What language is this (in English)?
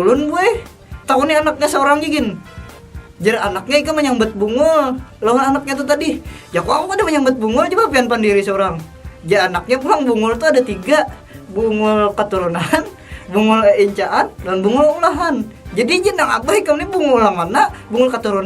Banjar